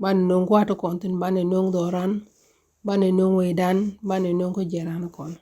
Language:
Nuer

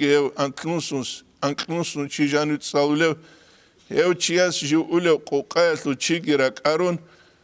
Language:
Avaric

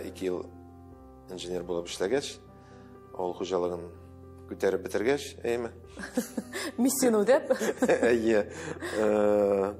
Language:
Tatar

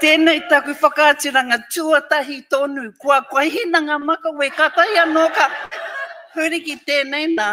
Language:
Māori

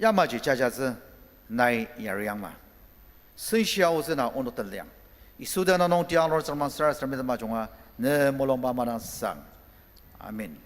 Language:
Ao Naga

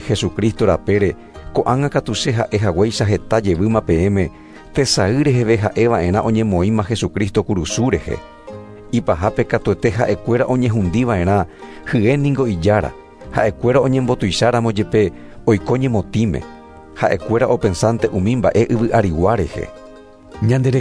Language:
Guarani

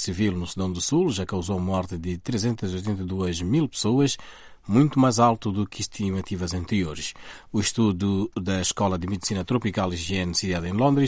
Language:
Portuguese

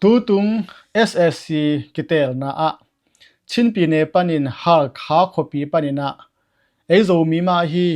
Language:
Tedim Chin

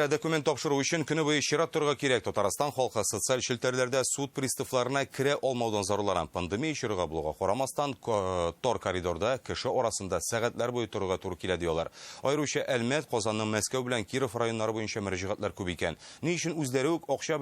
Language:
Tatar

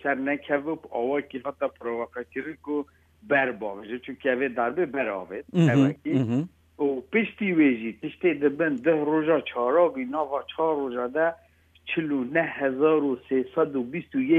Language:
Kurdish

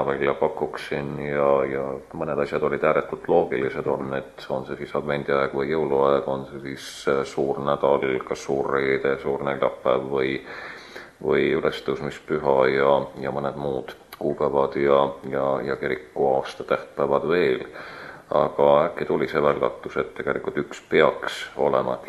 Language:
Estonian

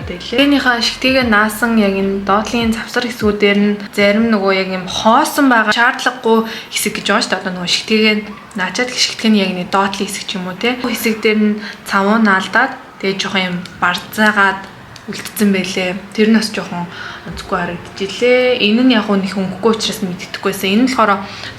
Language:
Mongolian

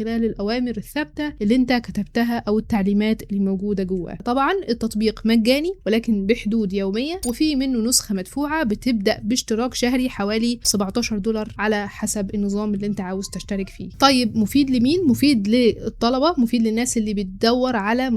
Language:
Egyptian Arabic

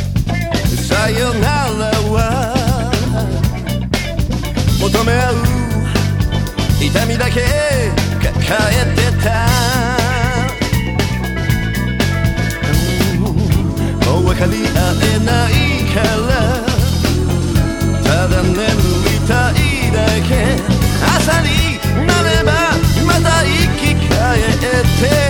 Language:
Japanese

